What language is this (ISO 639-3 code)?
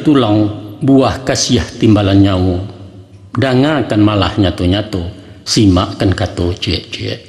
min